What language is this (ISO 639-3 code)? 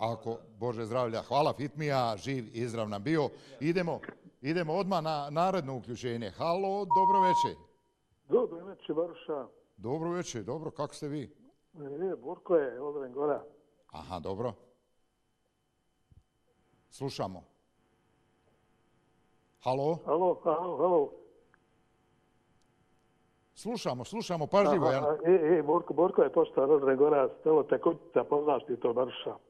bos